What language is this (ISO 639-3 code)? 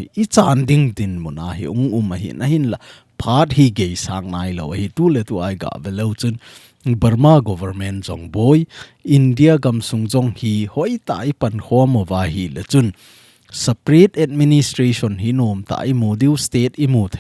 tcz